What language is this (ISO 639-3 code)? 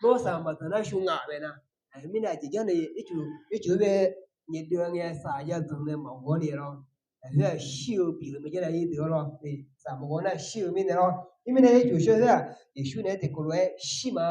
ahk